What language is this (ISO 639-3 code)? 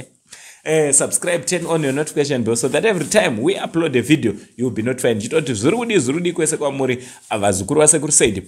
sna